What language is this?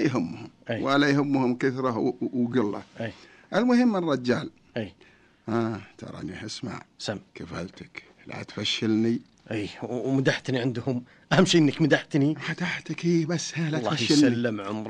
Najdi Arabic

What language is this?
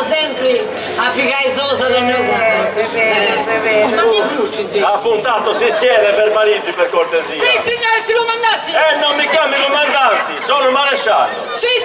Sardinian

